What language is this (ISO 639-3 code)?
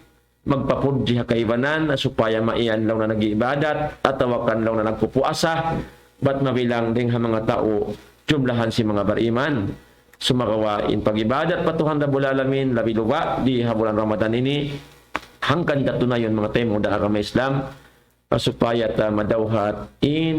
tsg